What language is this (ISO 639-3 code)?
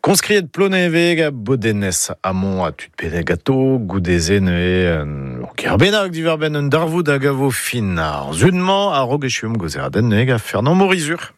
bre